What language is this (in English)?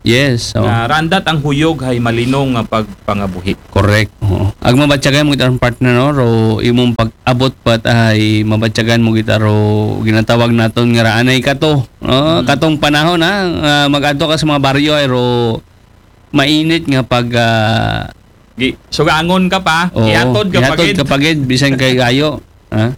Aklanon